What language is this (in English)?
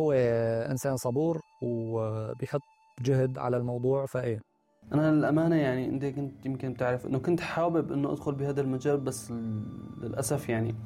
North Levantine Arabic